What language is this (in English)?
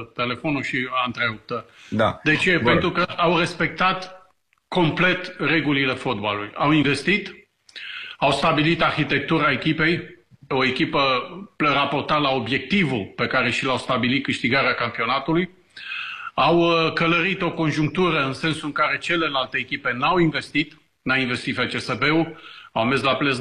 Romanian